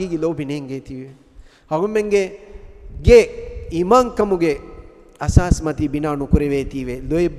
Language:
Divehi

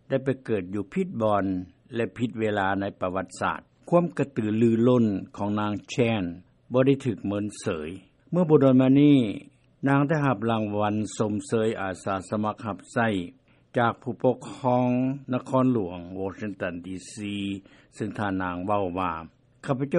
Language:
Lao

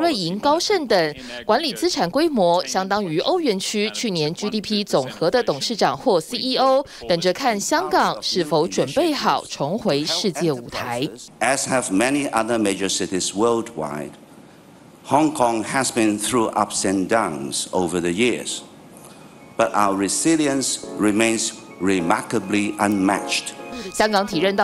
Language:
Chinese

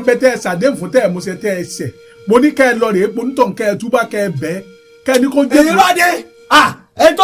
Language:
Yoruba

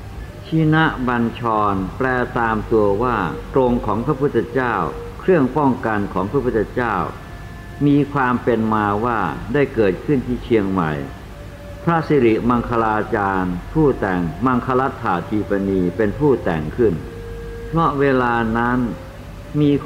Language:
Thai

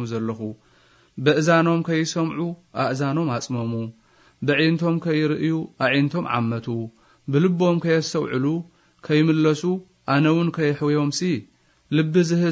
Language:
Tigrinya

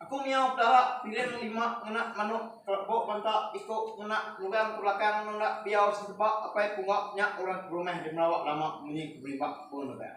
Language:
Iban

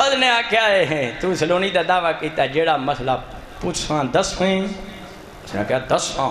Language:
Saraiki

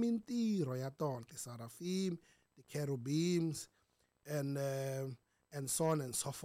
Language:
Tsonga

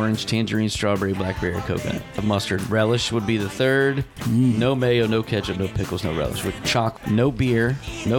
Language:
English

